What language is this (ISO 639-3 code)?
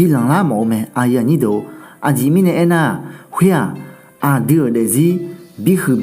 ahk